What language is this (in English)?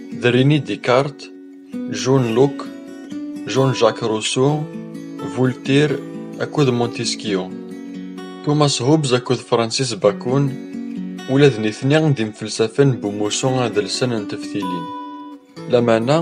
Kabyle